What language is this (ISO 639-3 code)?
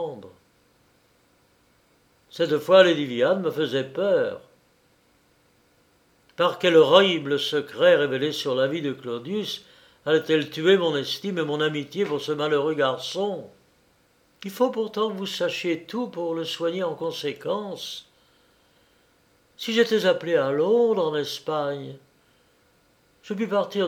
fra